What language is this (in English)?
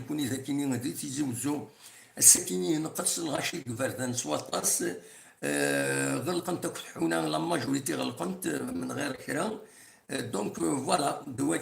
Kabyle